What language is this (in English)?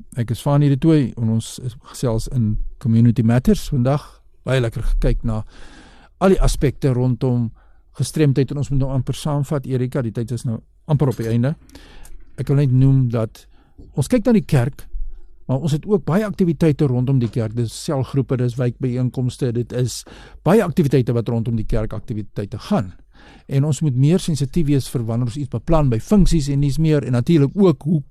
Afrikaans